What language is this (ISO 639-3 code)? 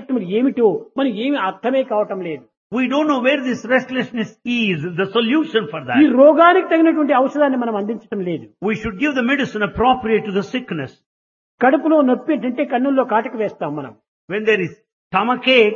tel